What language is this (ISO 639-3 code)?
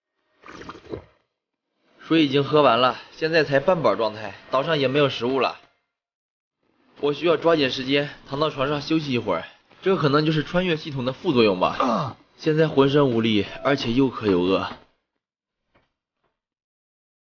zho